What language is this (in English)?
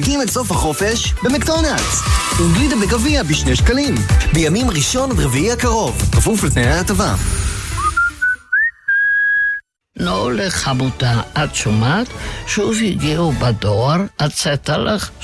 Hebrew